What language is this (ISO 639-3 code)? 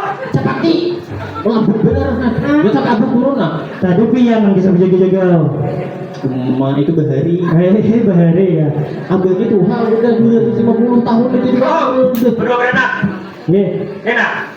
bjn